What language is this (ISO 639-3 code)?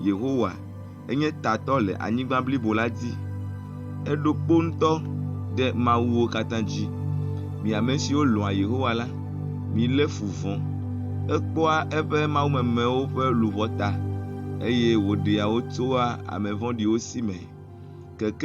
ewe